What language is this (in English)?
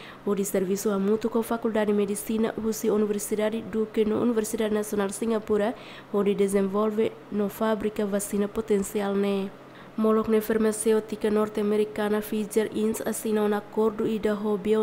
Tetum